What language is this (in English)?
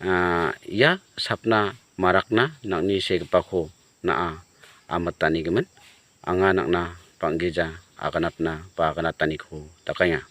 Garo